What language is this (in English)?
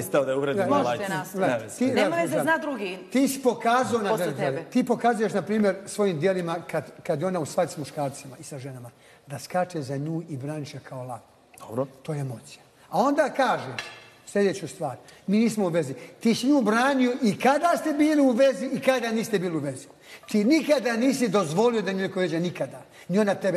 Bosnian